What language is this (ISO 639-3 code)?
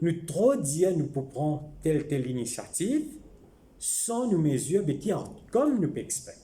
mfe